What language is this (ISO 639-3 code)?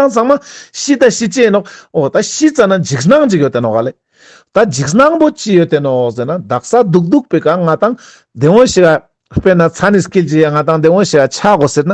lbj